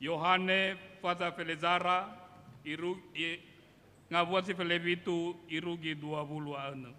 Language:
Nias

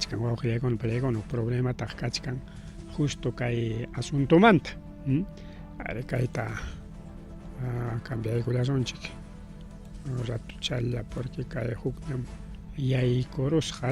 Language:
Ayacucho Quechua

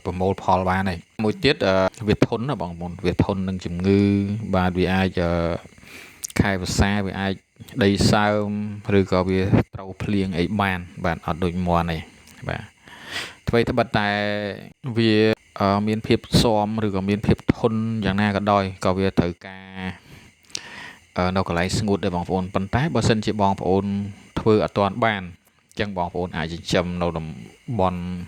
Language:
Khmer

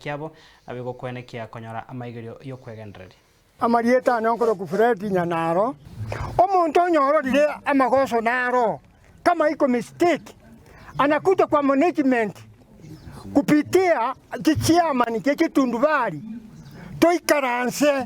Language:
Gusii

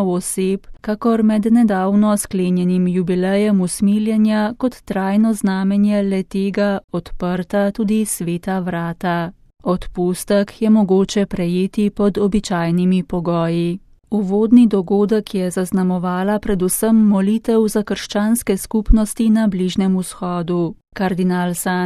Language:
Slovenian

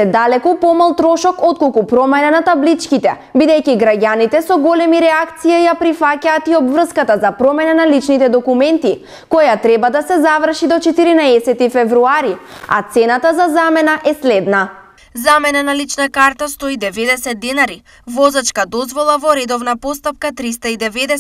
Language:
Macedonian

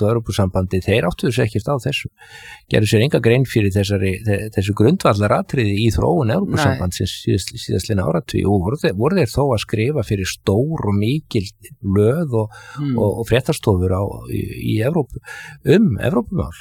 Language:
Icelandic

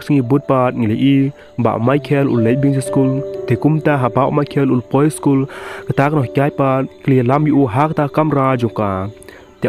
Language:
Khasi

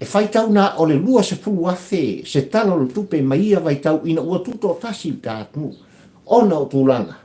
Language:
Samoan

